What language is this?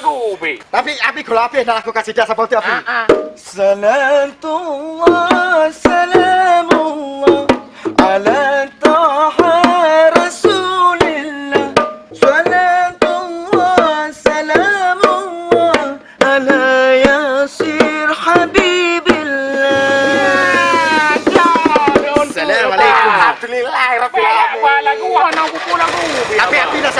Achinese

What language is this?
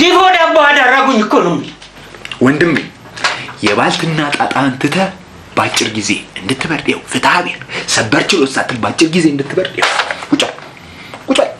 Amharic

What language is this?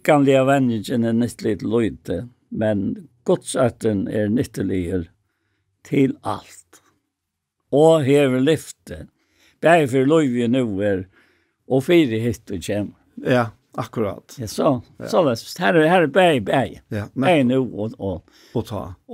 Faroese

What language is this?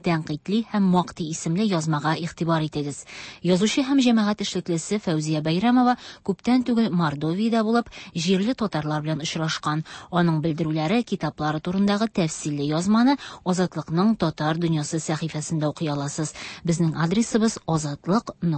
Tatar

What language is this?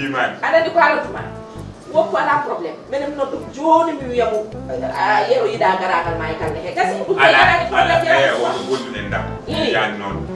Fula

